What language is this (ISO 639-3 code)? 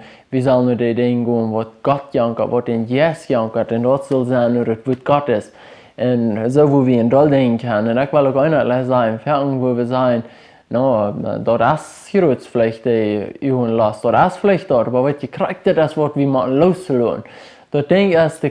pdt